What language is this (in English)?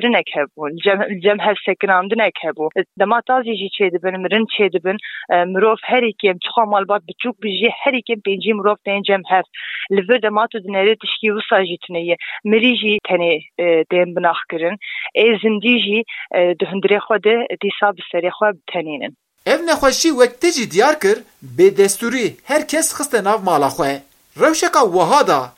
Kurdish